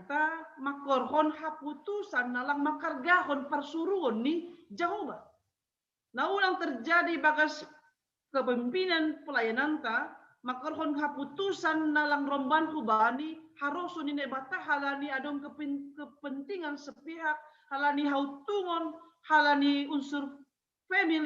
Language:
Batak Simalungun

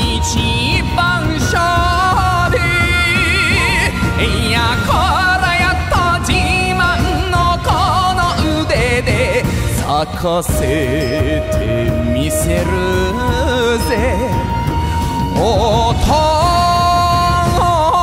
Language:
Japanese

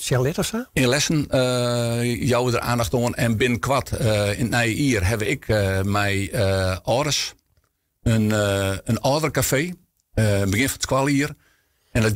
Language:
Western Frisian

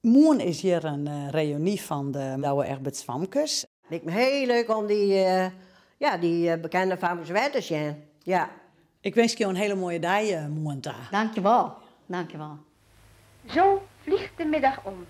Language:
Western Frisian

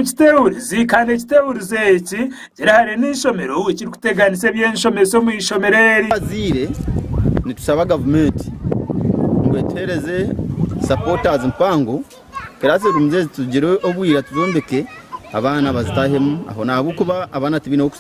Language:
Nyankole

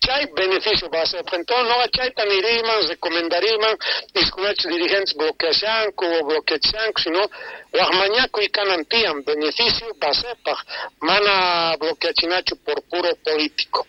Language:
South Bolivian Quechua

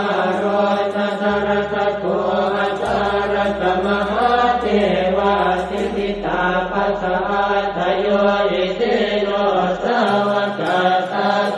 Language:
Pali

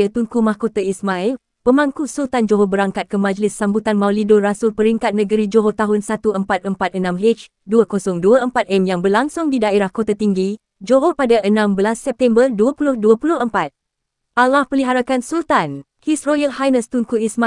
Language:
Malay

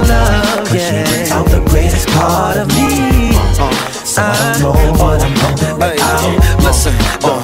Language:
English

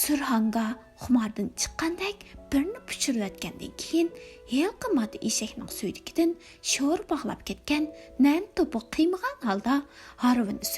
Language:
Uyghur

